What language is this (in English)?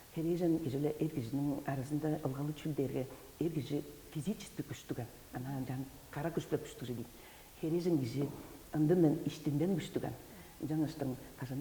Tuvinian